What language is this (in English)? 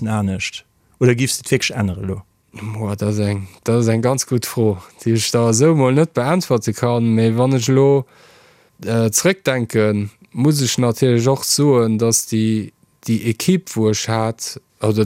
Luxembourgish